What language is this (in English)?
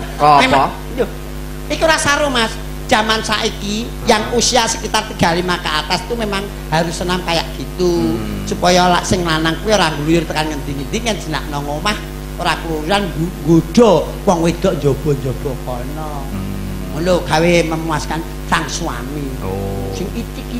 Javanese